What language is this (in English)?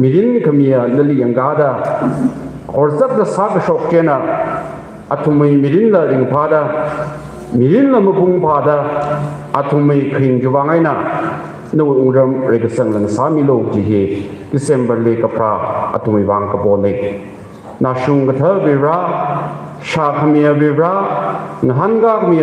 Tangkhul Naga (India)